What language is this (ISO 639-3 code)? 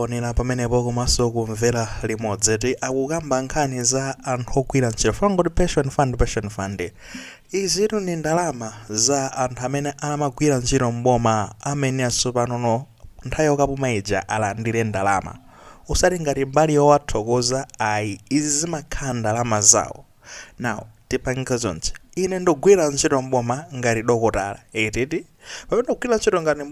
nya